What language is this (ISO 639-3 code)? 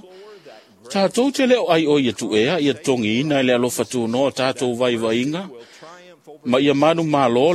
smo